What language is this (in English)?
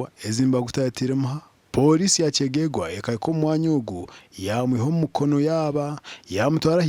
Nyankole